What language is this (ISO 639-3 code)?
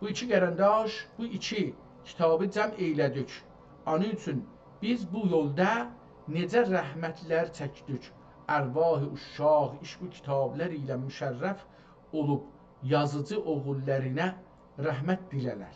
azb